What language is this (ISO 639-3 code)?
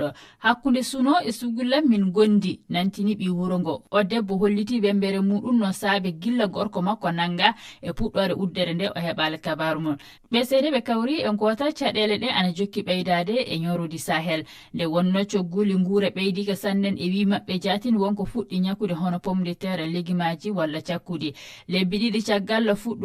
ful